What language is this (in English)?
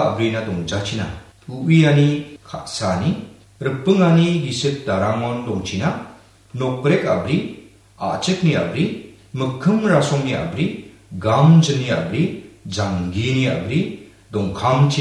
Garo